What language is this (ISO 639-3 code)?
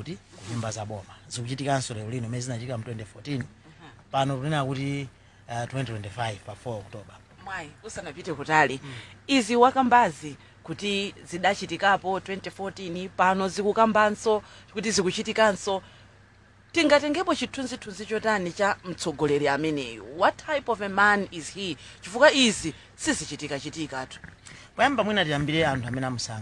nya